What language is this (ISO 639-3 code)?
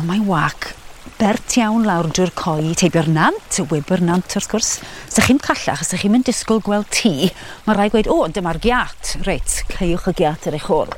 cym